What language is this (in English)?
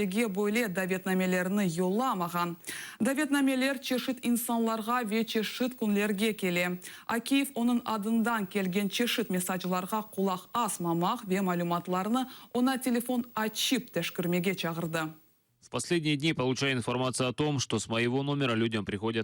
Crimean Tatar